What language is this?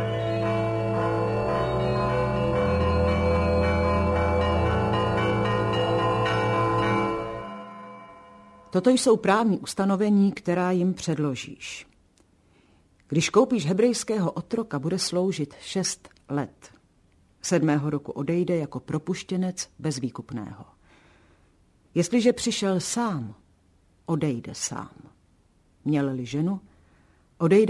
Czech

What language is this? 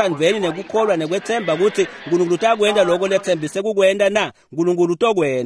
Swati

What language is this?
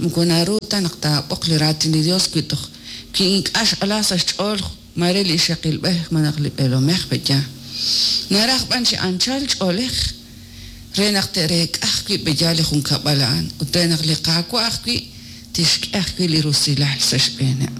Kekchí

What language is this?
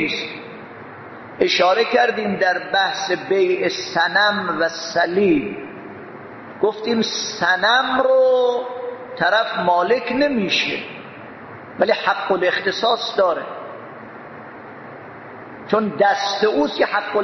Persian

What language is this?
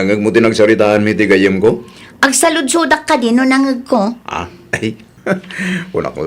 Iloko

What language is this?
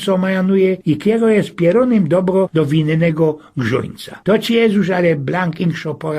Silesian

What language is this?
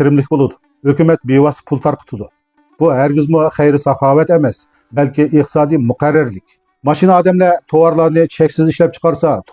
Uyghur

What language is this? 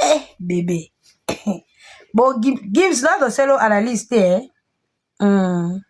Lingala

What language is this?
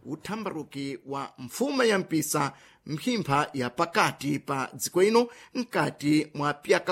Sena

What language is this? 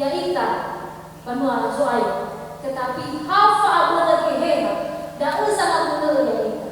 Nias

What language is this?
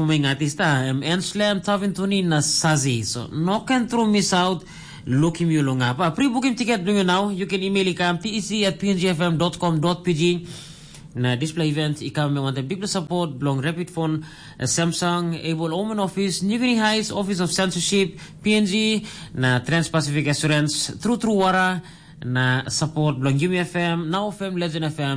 Tok Pisin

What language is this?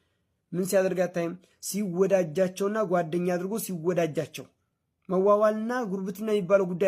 Amharic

